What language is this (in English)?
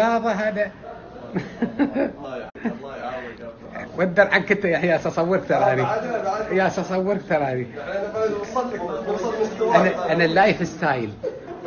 Gulf Arabic